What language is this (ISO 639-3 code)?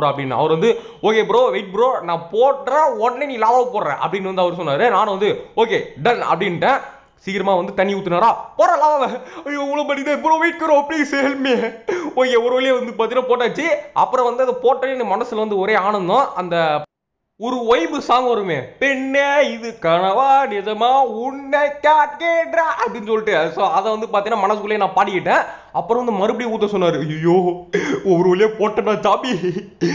tam